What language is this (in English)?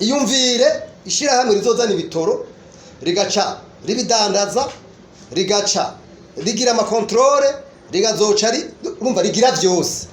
Rundi